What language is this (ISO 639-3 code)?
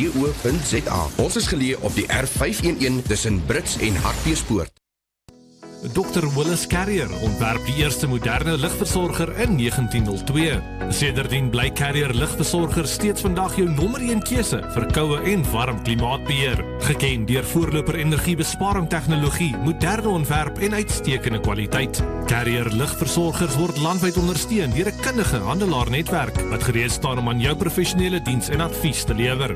afr